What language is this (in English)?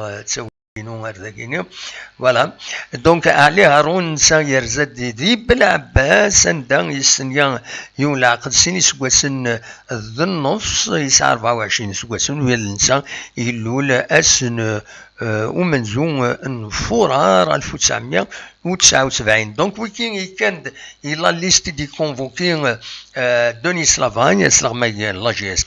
Kabyle